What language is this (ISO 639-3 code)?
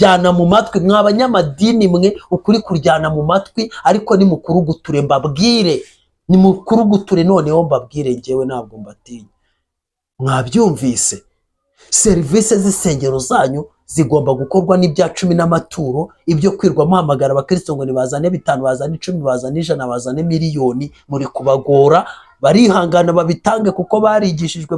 kin